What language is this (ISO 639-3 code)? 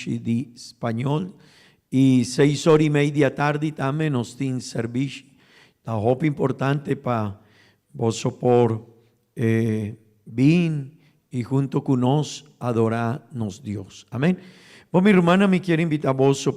pap